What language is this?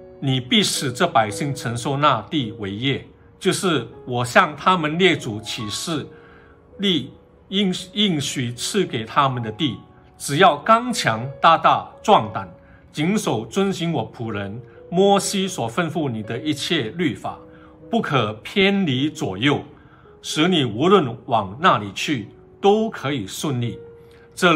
Chinese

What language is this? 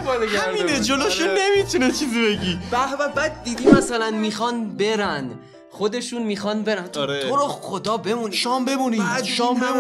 Persian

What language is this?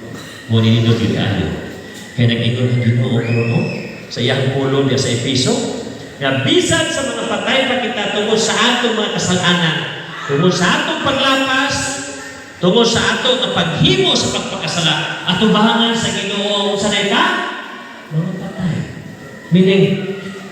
Cebuano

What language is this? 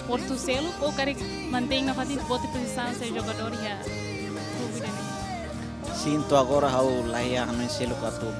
Tetum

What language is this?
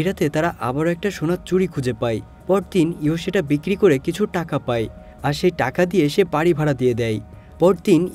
Bangla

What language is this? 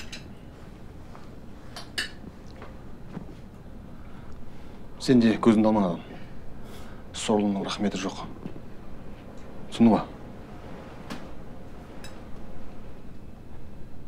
Kazakh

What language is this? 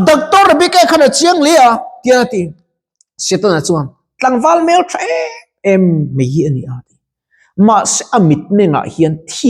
Mizo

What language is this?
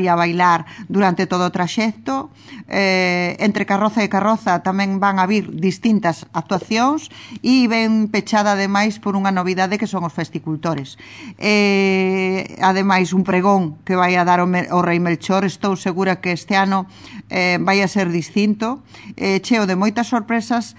Galician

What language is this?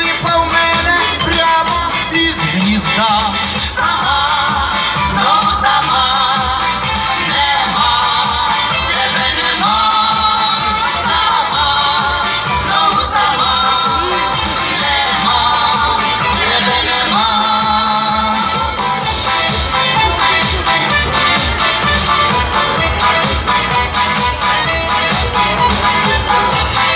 Ukrainian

